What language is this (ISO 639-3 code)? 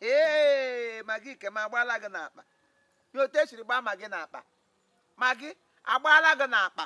ibo